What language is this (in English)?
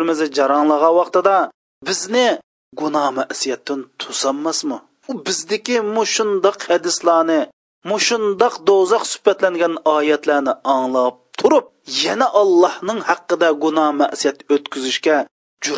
Uyghur